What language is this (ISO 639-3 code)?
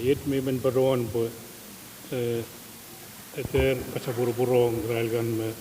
pon